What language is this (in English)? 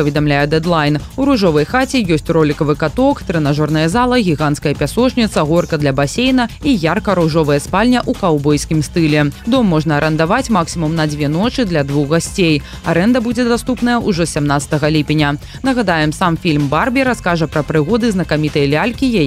Belarusian